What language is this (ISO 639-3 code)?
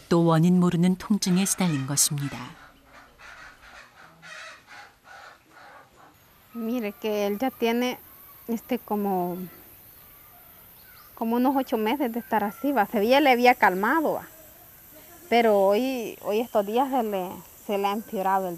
kor